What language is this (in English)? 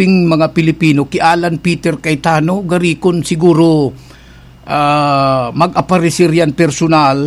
Bikol